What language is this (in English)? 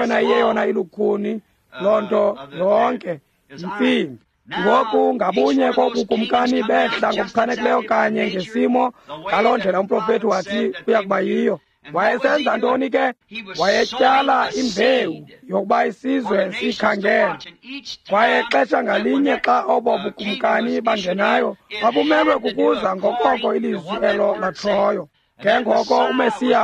Xhosa